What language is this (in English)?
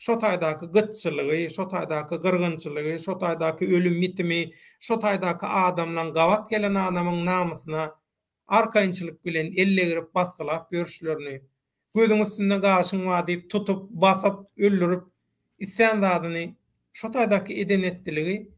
Turkmen